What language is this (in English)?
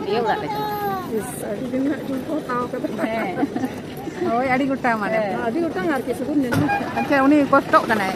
Santali